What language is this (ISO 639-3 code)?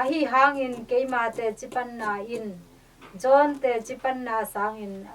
ctd